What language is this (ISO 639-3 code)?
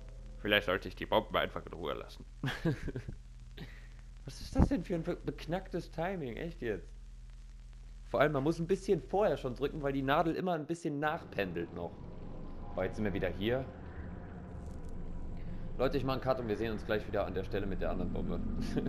deu